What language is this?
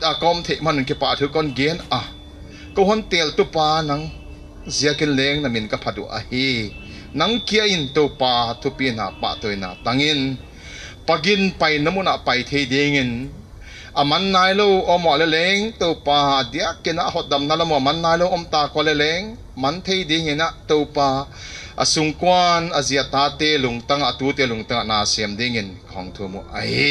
Paite Chin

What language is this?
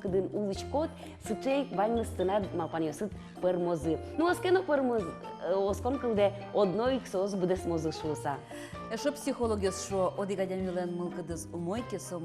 Udmurt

